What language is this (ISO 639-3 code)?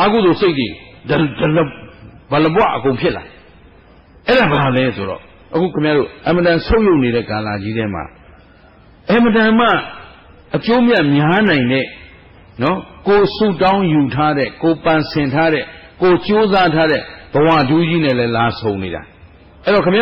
mya